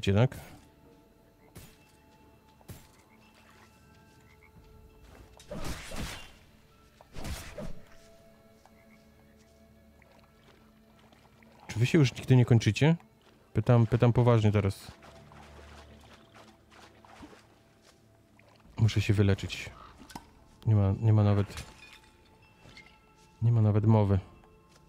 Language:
Polish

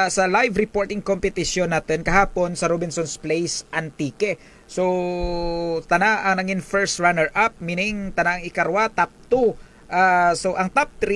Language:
Kinaray-a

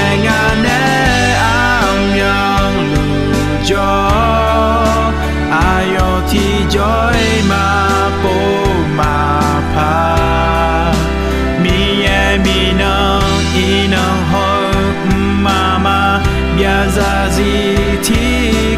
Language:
Akha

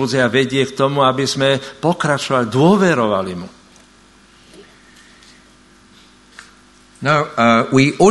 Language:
Slovak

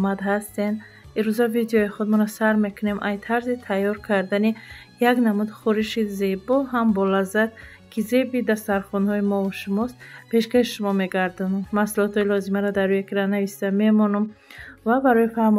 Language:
Tajik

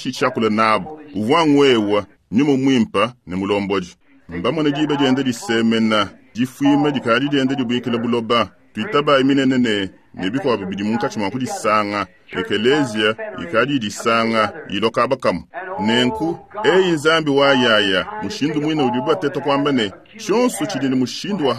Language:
Luba-Lulua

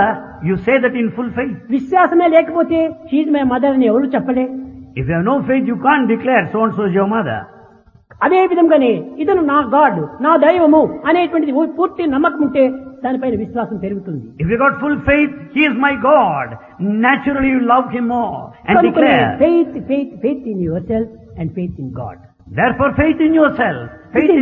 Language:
Telugu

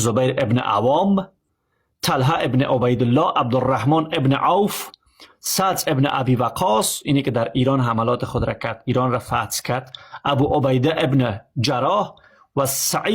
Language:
Persian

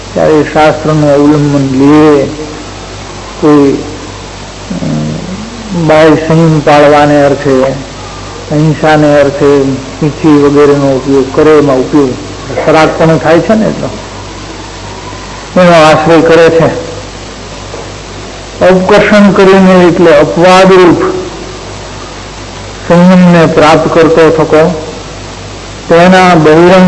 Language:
Gujarati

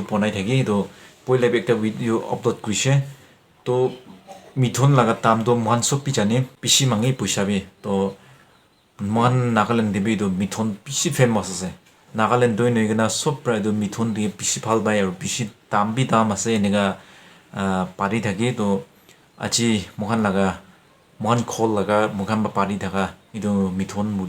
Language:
Naga Pidgin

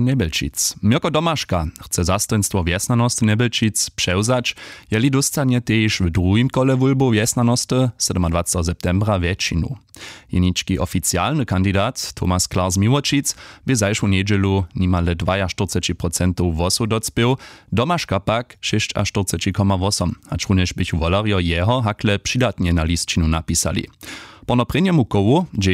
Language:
Upper Sorbian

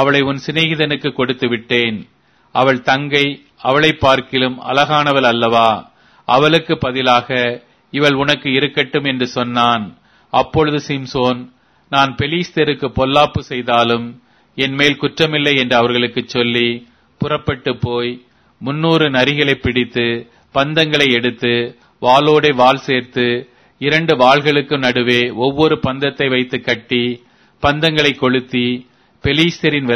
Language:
Tamil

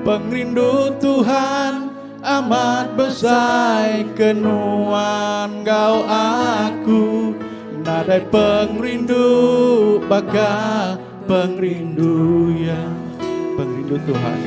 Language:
Iban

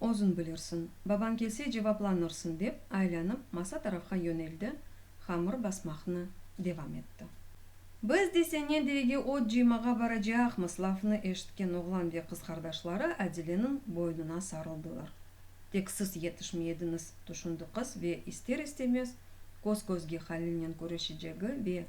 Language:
Crimean Tatar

